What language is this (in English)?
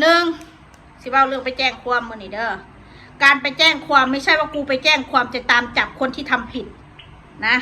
Northeastern Thai